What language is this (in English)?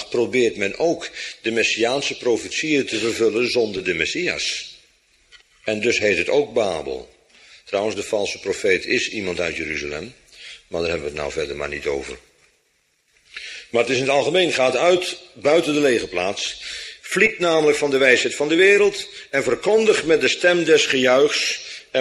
Dutch